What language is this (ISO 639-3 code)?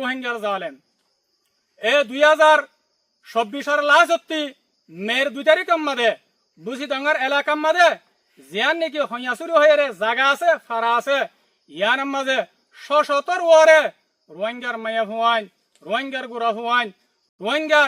rhg